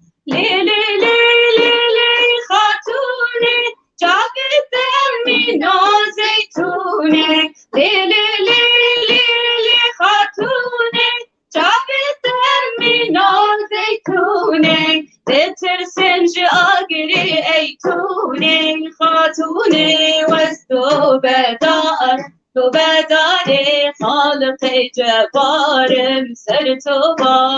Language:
Kurdish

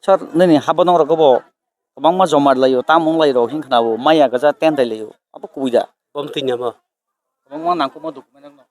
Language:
Kok Borok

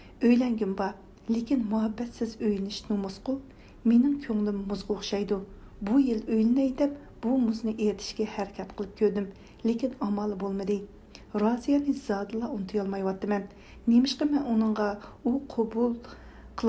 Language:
Uyghur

